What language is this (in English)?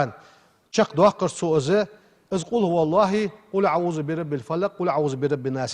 Ingush